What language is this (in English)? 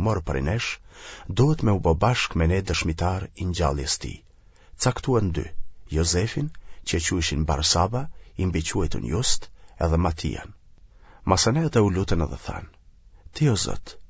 Albanian